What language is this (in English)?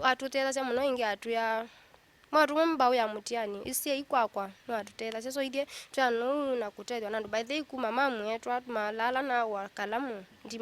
Kamba